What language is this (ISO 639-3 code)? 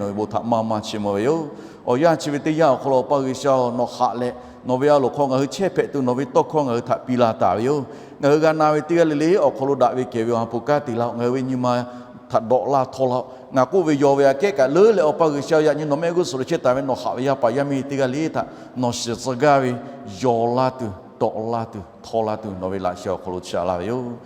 lhu